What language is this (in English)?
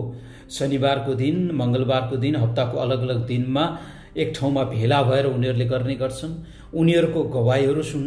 Nepali